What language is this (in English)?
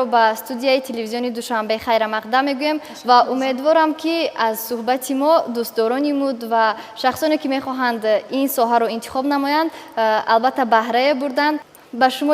Tajik